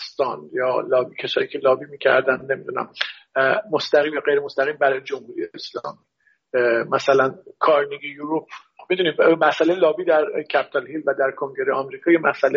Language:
Persian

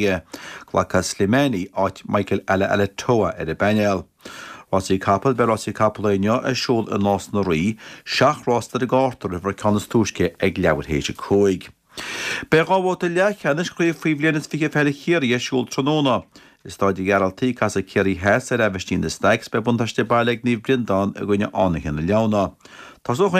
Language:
Irish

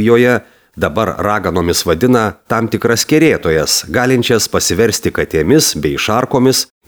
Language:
Lithuanian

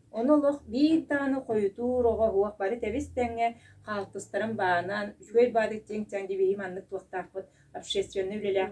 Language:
Yakut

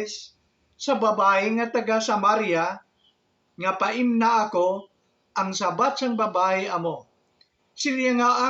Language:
Hiligaynon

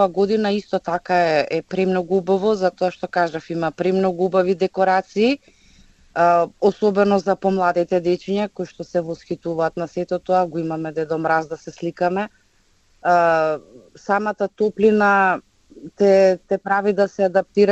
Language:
Macedonian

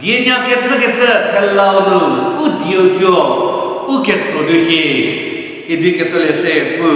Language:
Angami Naga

